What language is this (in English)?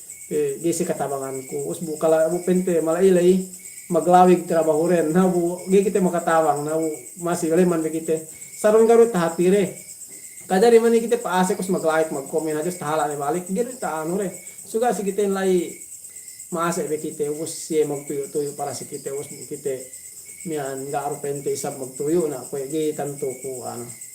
Yakan